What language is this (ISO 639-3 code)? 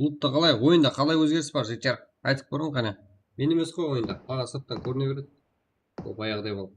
kaa